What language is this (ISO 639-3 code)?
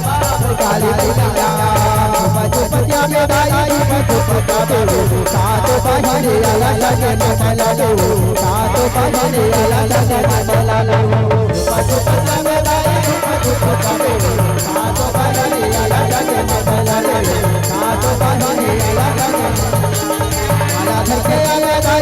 hne